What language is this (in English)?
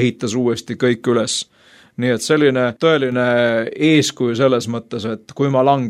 Estonian